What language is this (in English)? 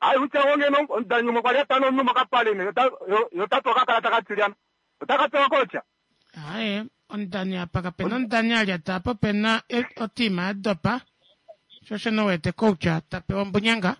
Kuanyama